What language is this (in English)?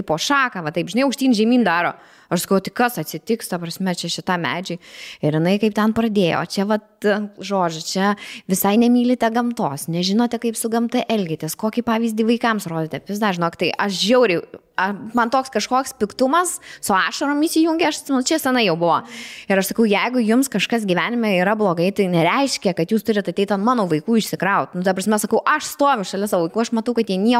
Lithuanian